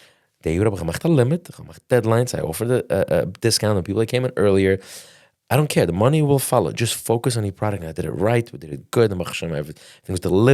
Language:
Yiddish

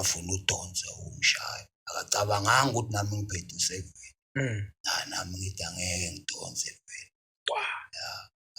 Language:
Zulu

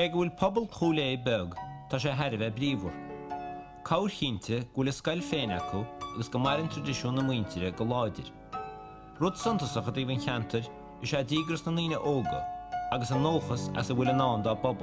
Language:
Irish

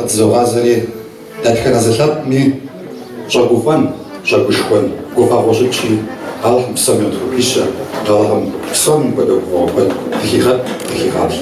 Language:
Kabardian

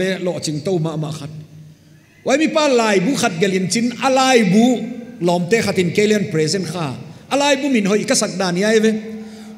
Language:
Paite Chin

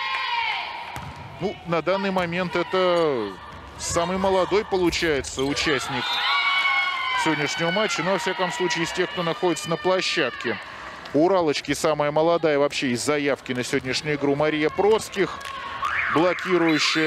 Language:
Russian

